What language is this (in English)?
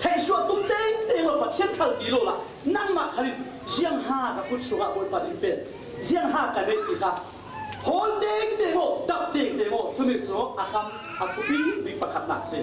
Falam Chin